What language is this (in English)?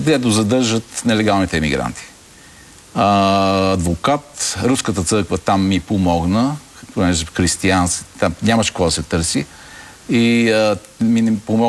Bulgarian